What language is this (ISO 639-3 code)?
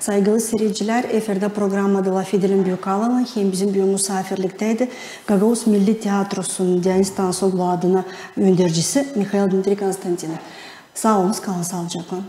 gag